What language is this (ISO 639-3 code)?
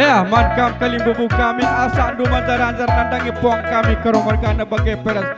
btx